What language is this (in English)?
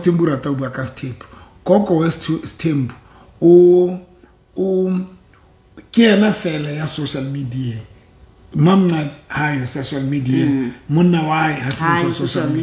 Southern Sotho